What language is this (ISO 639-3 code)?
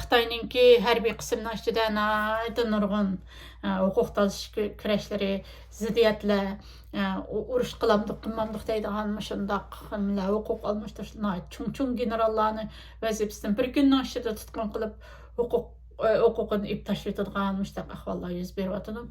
uig